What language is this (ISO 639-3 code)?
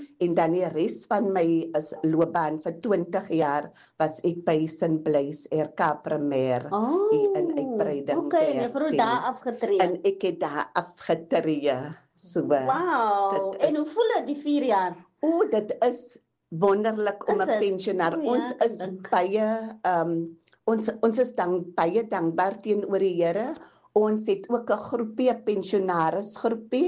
afr